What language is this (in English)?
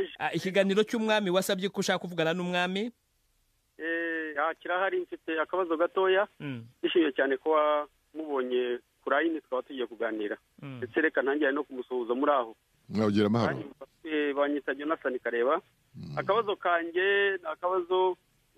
Kinyarwanda